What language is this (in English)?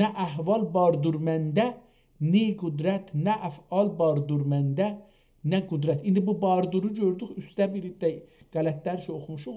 South Azerbaijani